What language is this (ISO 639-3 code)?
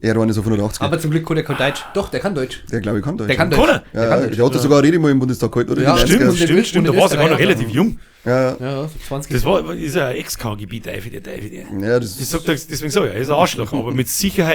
bar